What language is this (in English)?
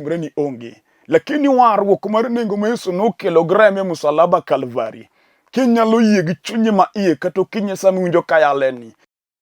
Luo (Kenya and Tanzania)